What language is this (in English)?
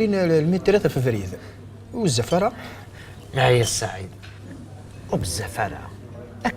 Kabyle